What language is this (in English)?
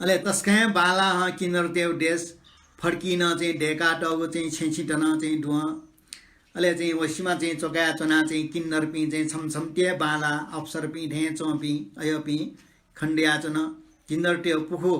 Newari